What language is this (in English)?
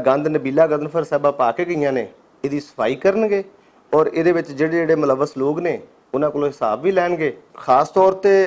Western Panjabi